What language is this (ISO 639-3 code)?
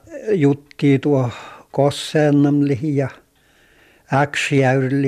fin